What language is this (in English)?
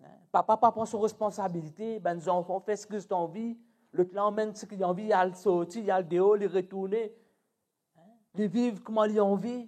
Morisyen